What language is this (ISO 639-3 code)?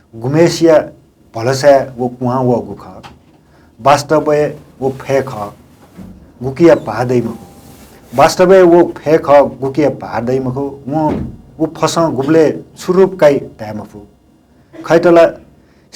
new